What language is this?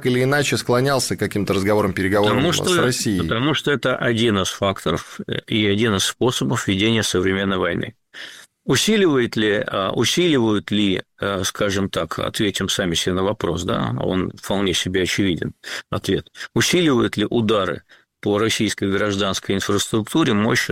Russian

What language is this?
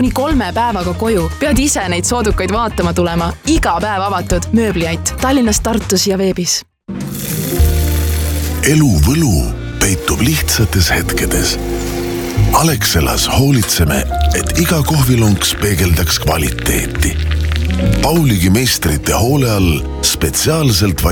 Estonian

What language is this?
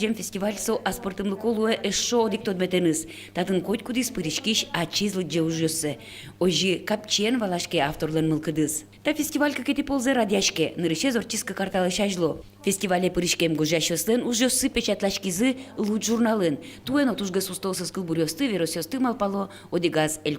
Udmurt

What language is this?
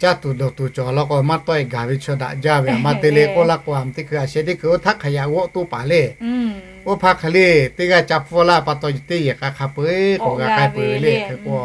Lahu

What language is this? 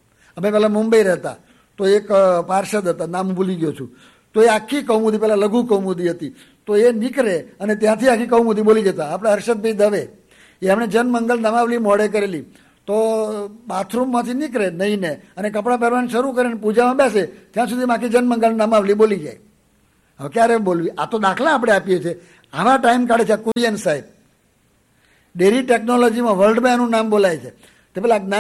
Gujarati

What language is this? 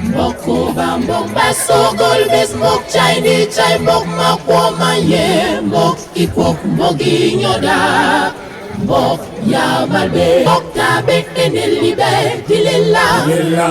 Basaa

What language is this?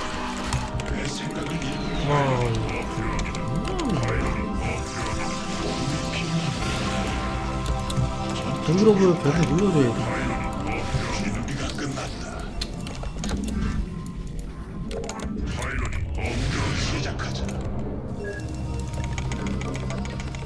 Korean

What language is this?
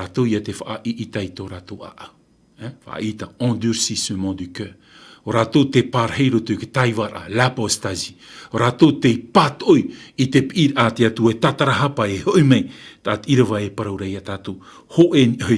Tahitian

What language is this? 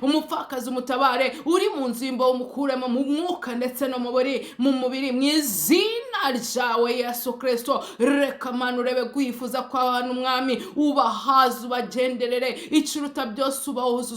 Kinyarwanda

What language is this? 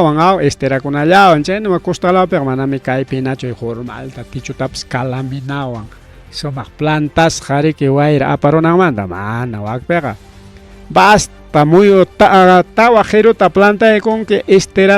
Ayacucho Quechua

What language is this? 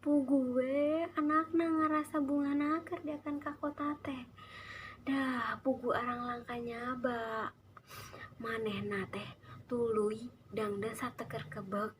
Sundanese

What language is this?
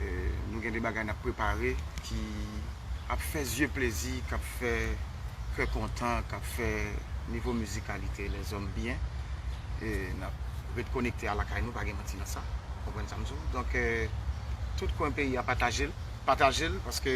Haitian Creole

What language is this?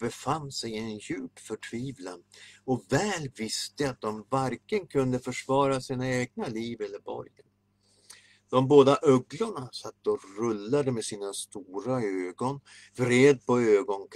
Swedish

